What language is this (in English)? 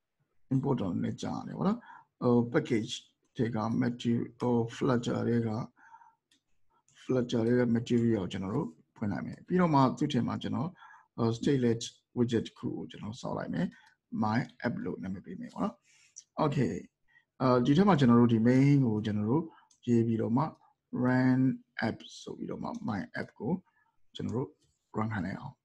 Burmese